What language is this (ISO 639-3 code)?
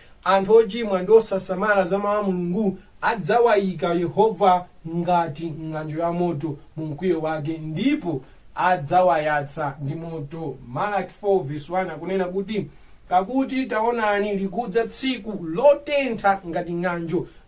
nya